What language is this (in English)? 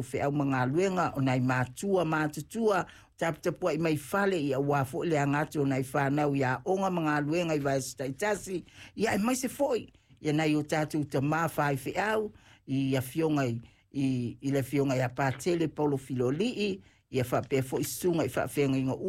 Samoan